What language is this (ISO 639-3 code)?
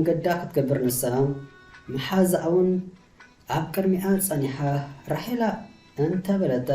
tir